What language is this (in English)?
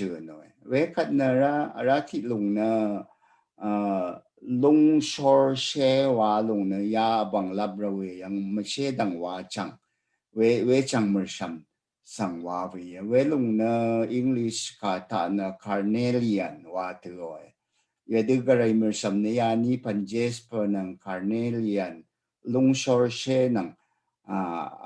Rawang